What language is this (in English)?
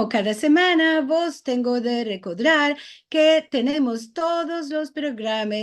Ladino